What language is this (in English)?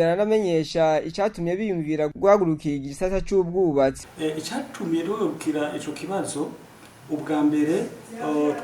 Rundi